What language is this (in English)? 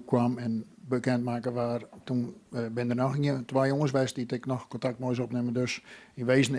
Western Frisian